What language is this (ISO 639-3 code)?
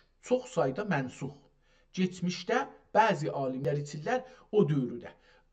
azb